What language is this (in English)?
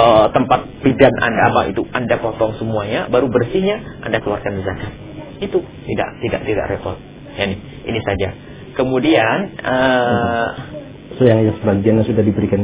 Indonesian